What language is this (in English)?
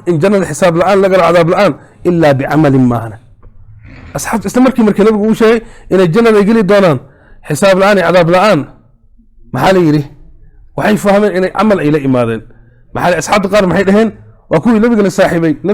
Somali